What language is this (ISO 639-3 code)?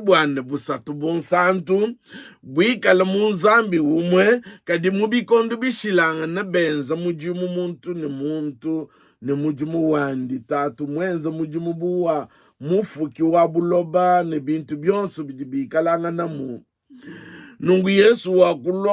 lua